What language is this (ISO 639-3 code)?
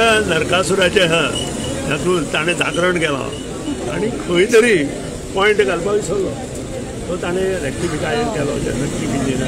kok